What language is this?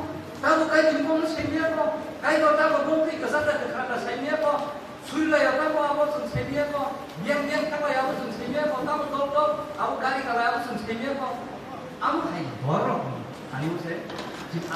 Kok Borok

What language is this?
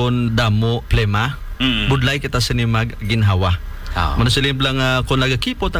Hiligaynon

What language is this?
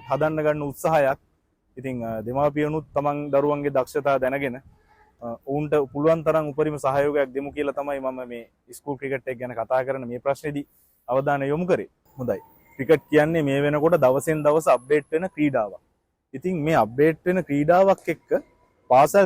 Sinhala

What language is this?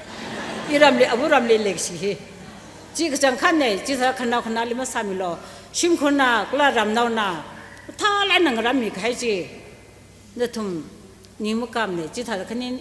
Tangkhul Naga (India)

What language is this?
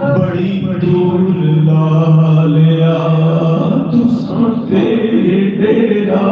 Saraiki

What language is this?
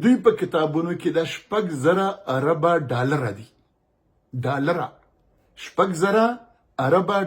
Pashto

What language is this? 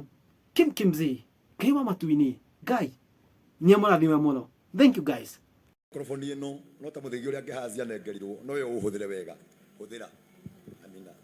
Kikuyu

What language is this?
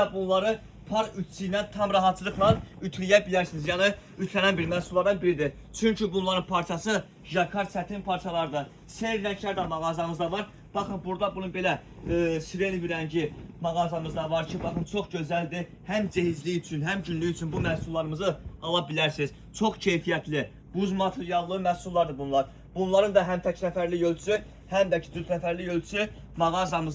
Azerbaijani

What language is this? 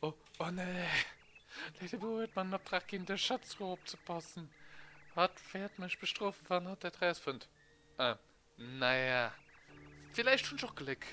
Luxembourgish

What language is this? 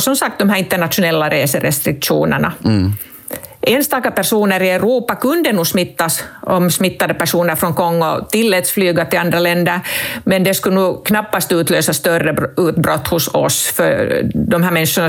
Swedish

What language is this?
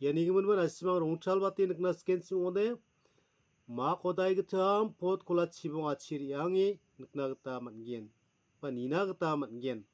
Garo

